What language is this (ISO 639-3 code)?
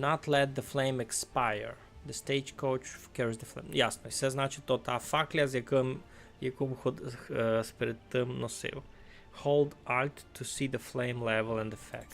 rue